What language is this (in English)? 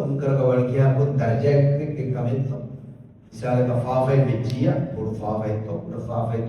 Divehi